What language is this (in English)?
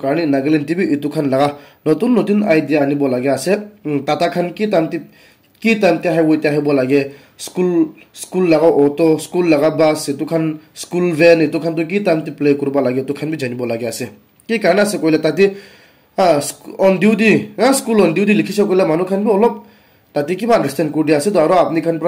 Naga Pidgin